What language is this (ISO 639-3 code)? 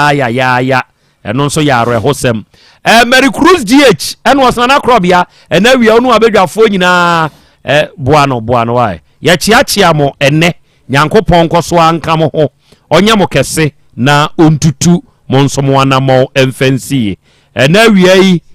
aka